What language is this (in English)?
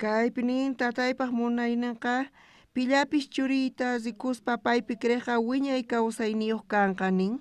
South Bolivian Quechua